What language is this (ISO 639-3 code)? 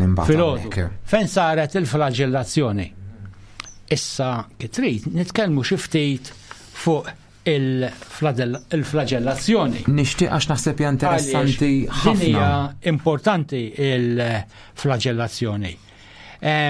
mlt